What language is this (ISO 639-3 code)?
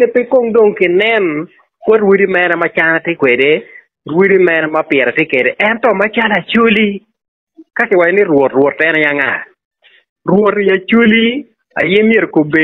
ach